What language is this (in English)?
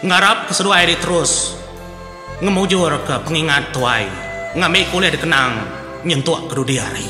Iban